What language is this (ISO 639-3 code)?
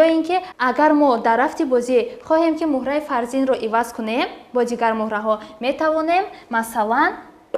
tgk